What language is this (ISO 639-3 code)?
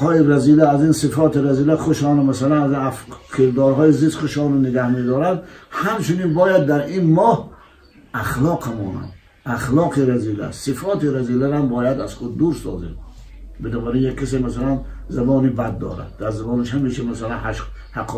tgk